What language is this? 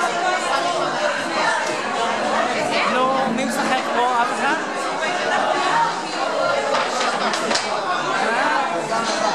Hebrew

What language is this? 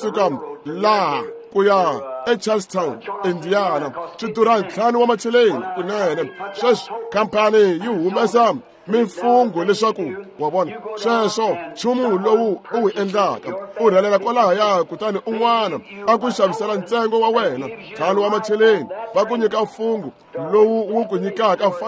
Tsonga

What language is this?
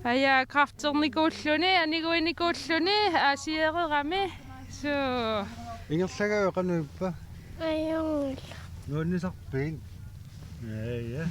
Kalaallisut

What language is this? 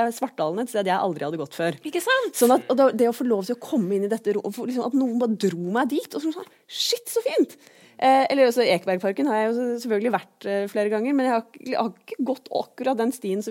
Norwegian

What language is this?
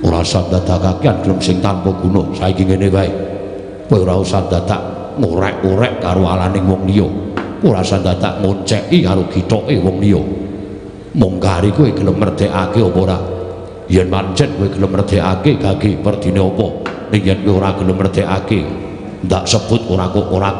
Javanese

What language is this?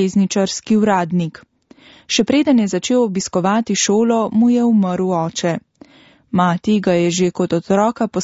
Slovenian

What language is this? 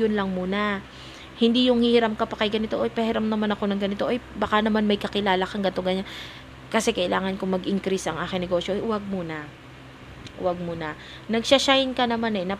Filipino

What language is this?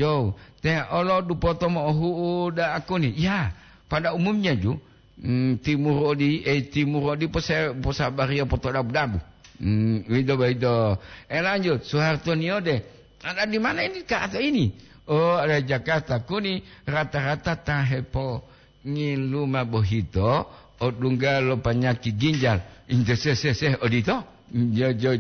Gorontalo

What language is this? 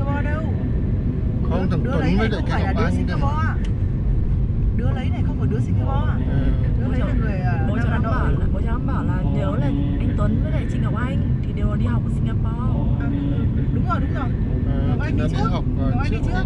Vietnamese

